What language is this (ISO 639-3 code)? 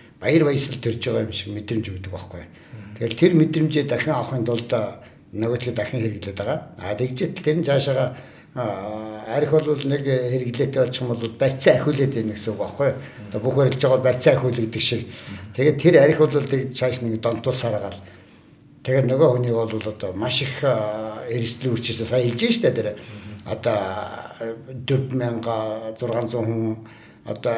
mon